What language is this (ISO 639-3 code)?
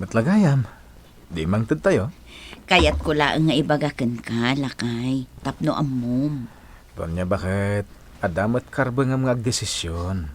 ilo